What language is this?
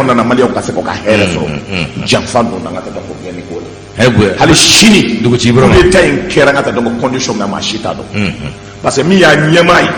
Bambara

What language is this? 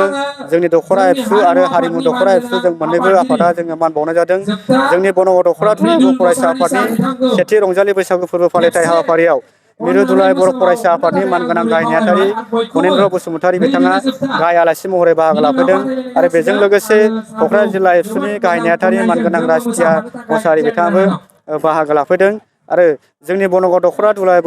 Bodo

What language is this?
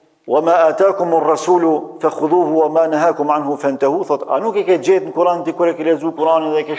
Albanian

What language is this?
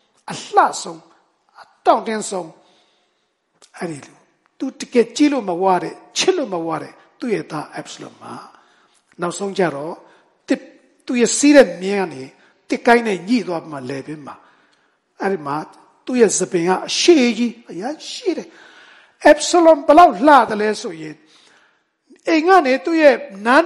Burmese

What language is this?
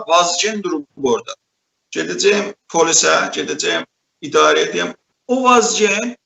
South Azerbaijani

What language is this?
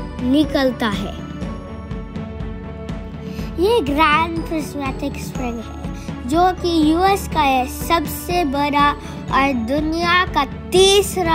Hindi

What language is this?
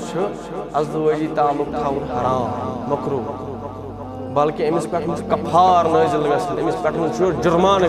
Kashmiri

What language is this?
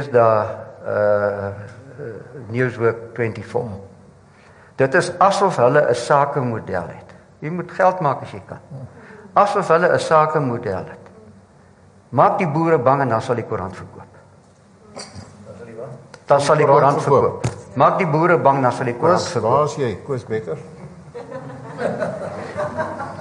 Afrikaans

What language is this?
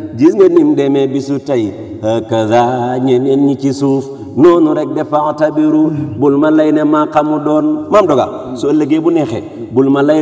Wolof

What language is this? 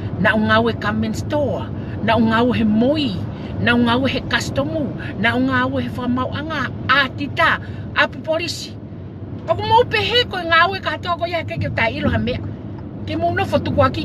Tongan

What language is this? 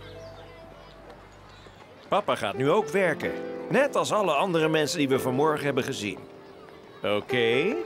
Dutch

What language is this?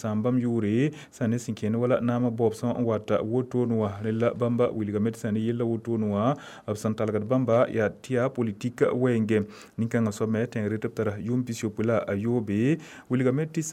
Mossi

